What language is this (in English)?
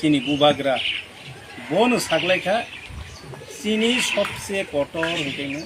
Kok Borok